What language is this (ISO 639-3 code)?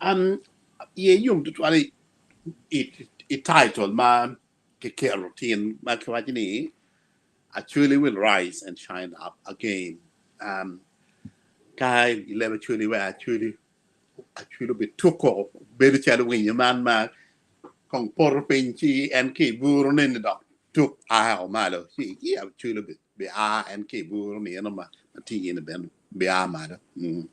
ach